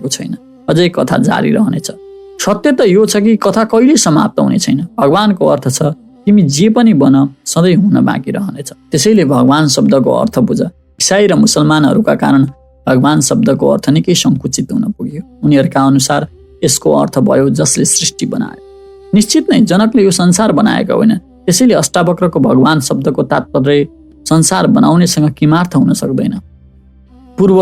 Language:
Nepali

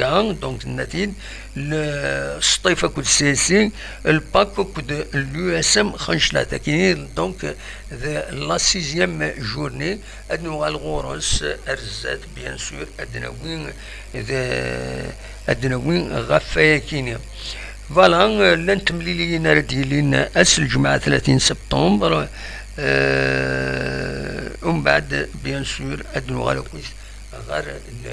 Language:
Kabyle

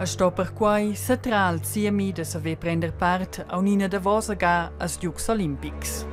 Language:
Romansh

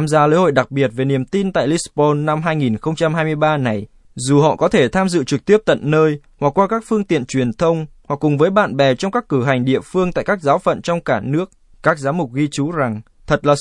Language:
Vietnamese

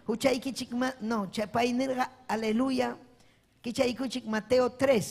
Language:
Ayacucho Quechua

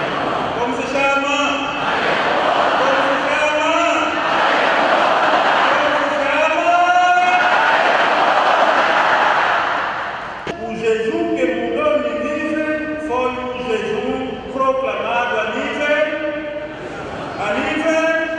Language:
Portuguese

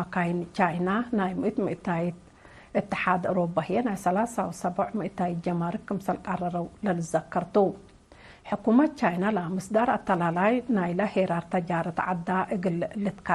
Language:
Tigre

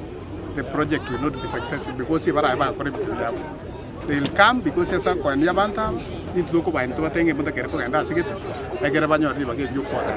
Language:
Gusii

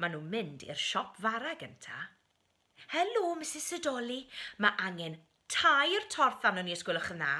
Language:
Welsh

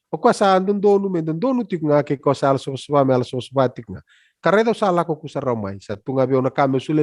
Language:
Fijian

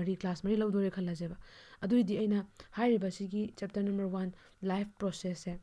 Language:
Manipuri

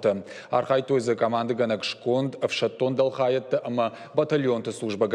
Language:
Ossetic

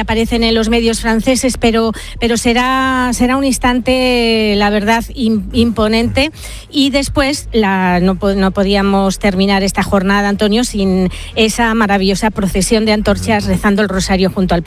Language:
Spanish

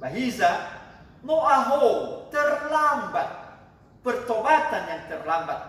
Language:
Nias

